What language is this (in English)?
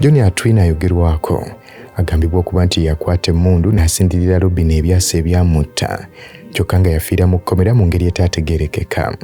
Ganda